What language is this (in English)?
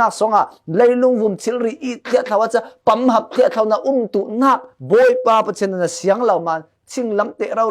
Falam Chin